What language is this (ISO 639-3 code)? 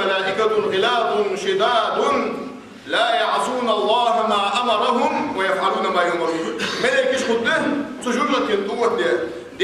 inh